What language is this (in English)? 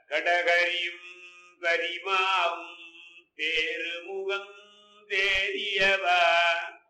Tamil